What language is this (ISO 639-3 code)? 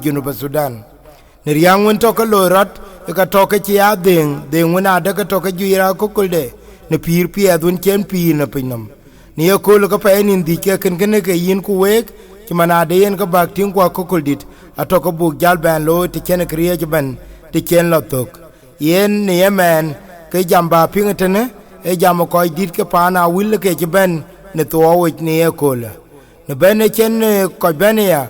din